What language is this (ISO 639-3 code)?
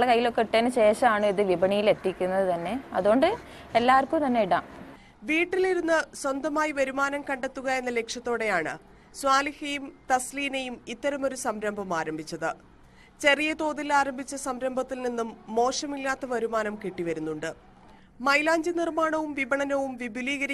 mal